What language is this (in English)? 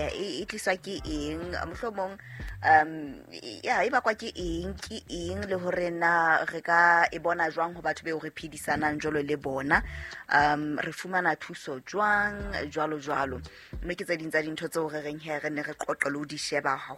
Southern Sotho